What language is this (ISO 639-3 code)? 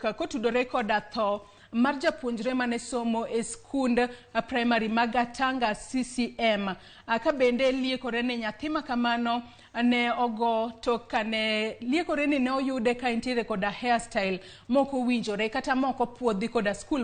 luo